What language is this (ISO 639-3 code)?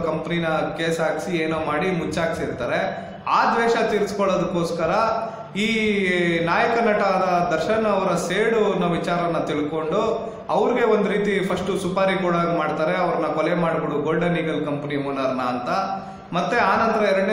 kan